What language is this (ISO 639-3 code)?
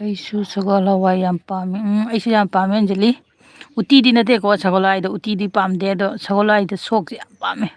mni